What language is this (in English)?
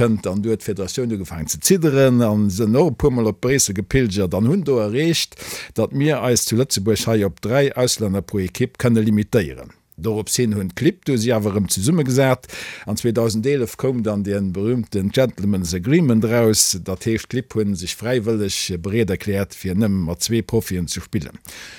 Luxembourgish